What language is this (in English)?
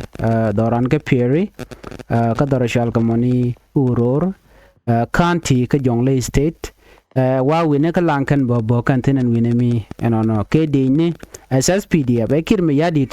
Nuer